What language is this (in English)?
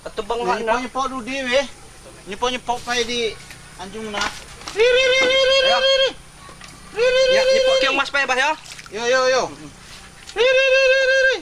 Lampung Api